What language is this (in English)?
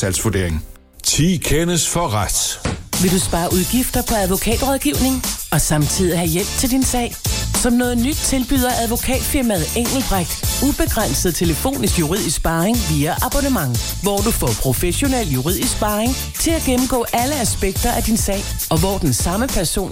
Danish